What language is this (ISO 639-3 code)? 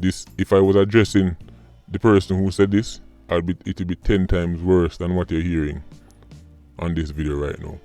jam